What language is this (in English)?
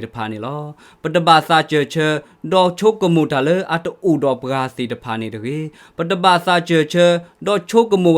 S'gaw Karen